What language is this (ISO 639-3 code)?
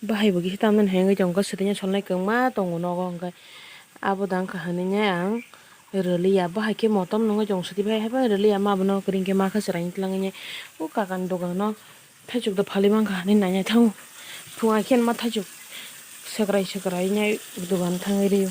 trp